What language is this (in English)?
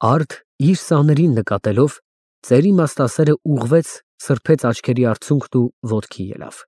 Armenian